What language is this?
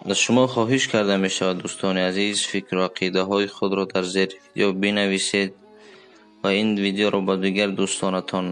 Tajik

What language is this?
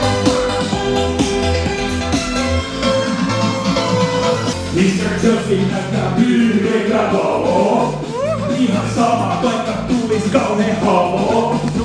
Finnish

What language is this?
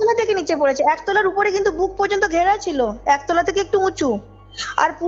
Bangla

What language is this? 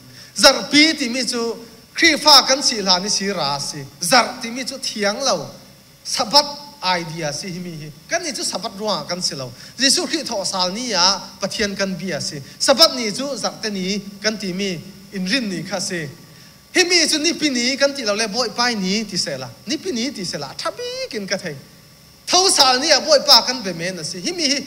Thai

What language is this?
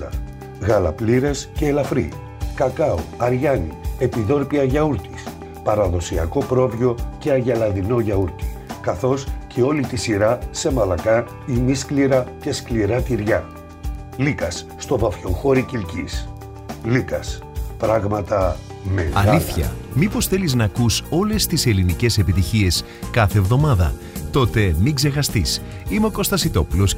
Greek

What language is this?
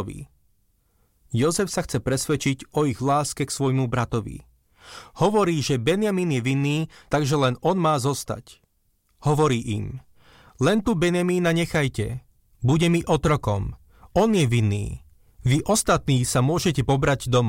Slovak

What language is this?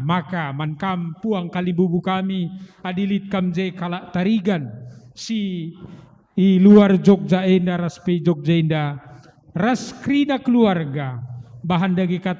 Batak Karo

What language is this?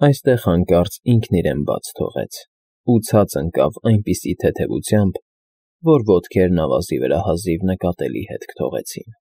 Armenian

